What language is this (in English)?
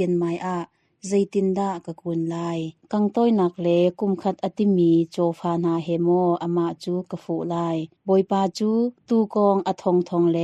Hakha Chin